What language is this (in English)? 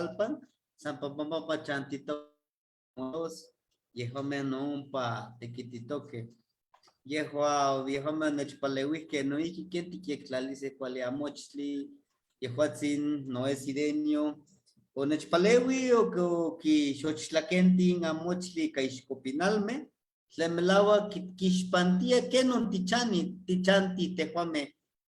Eastern Huasteca Nahuatl